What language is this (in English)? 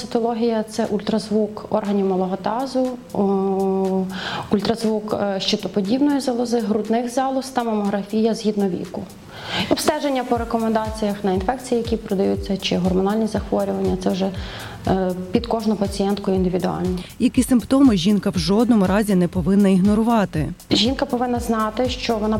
Ukrainian